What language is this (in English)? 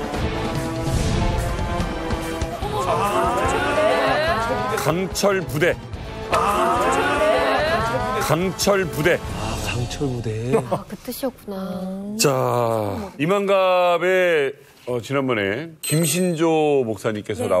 Korean